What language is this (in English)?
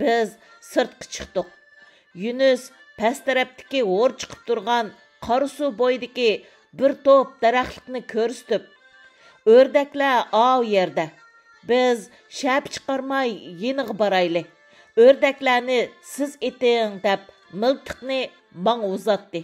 Uyghur